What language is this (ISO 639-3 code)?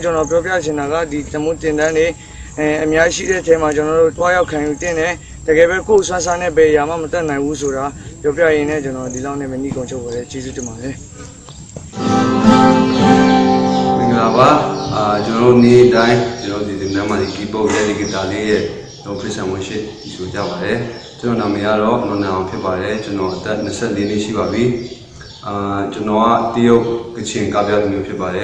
mya